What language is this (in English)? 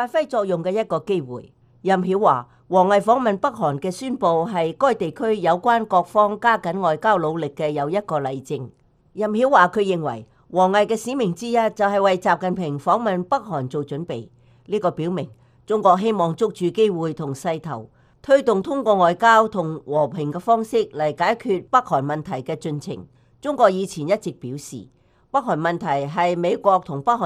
Cantonese